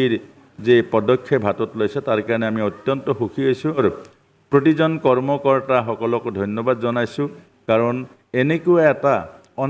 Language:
Assamese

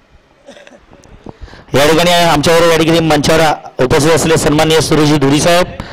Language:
Marathi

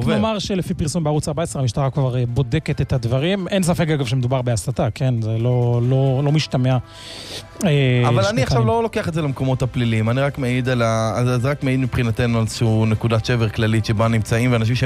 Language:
Hebrew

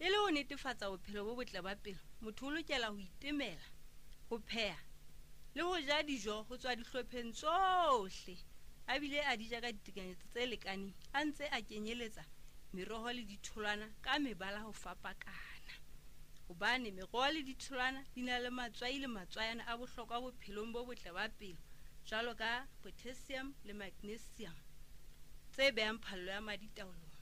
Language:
Southern Sotho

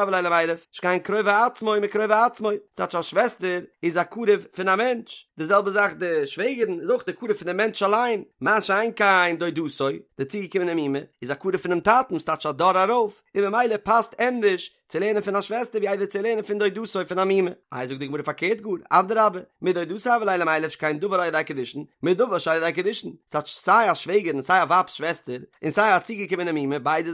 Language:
Yiddish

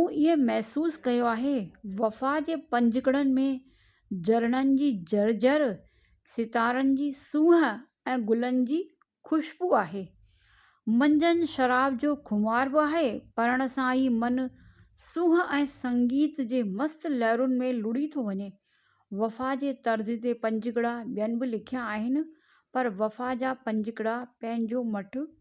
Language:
Sindhi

